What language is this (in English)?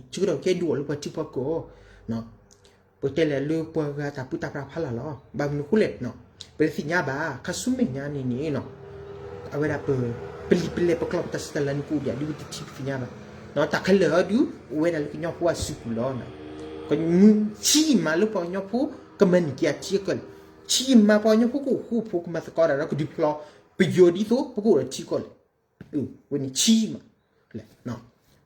S'gaw Karen